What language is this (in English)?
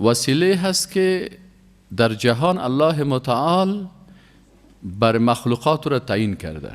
Persian